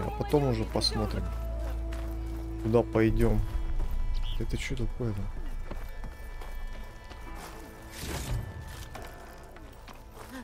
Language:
Russian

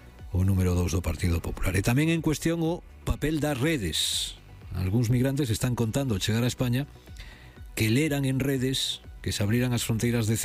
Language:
Galician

